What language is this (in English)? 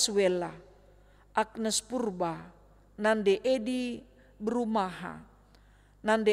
Batak Karo